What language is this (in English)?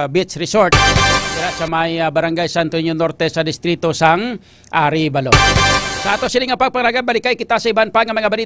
Hiligaynon